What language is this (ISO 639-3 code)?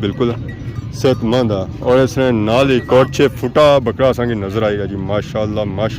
phr